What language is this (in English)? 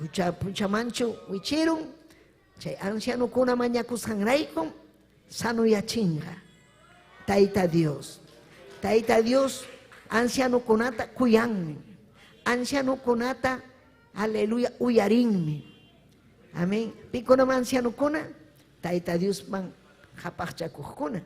Ayacucho Quechua